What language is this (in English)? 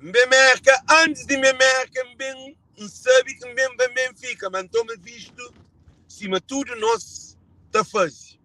Kabuverdianu